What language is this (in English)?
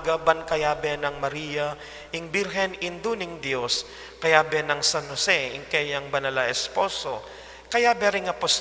Pampanga